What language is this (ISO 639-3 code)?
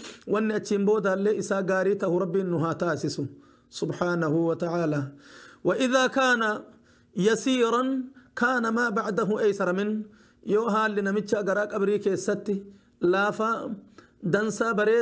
orm